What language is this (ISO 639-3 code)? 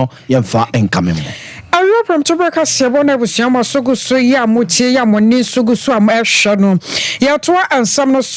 aka